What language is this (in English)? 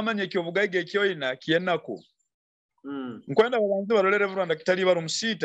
Nyoro